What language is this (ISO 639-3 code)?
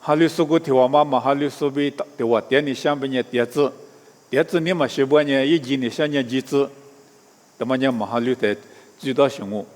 lis